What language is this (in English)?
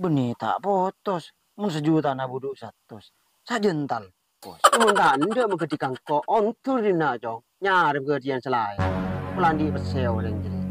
Madurese